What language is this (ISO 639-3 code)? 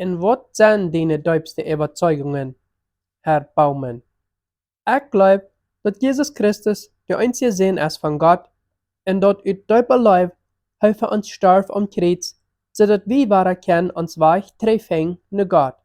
pdt